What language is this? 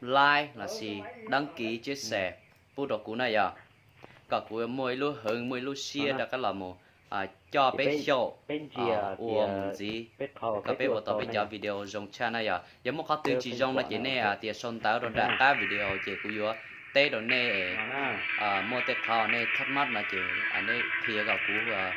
Hmong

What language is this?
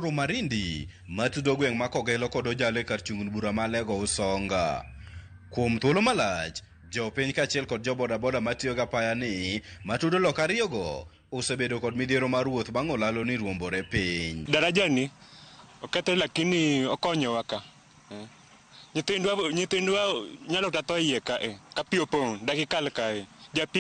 Luo (Kenya and Tanzania)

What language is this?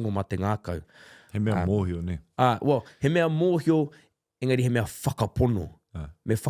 Māori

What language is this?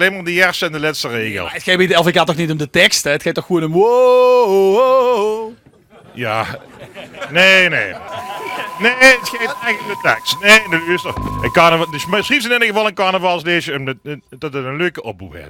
Limburgish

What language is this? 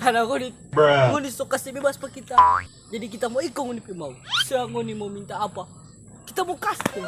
Manado Malay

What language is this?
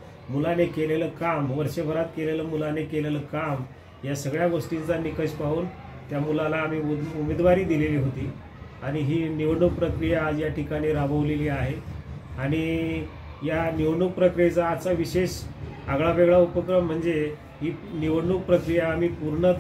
Marathi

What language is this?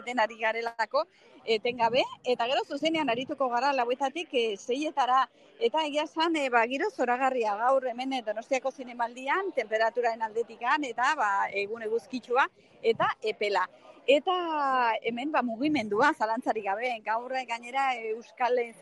Basque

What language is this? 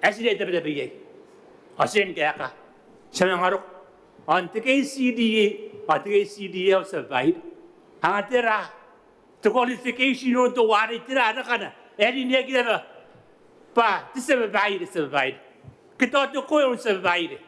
Gilbertese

